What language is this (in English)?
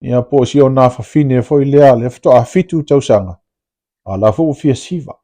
Samoan